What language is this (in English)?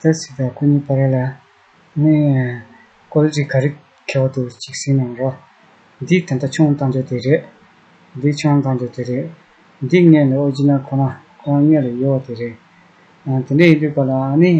Tibetan